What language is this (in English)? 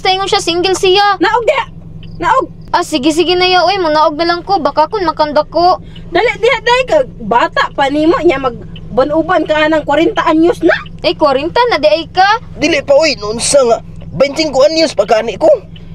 Cebuano